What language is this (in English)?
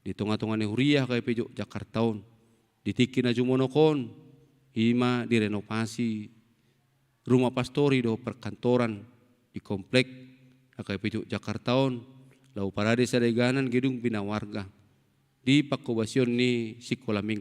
Batak Toba